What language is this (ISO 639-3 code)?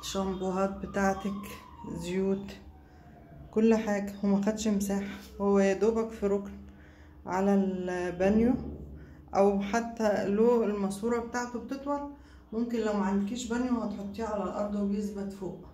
arz